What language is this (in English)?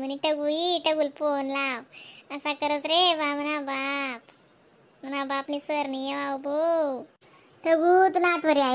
Khandesi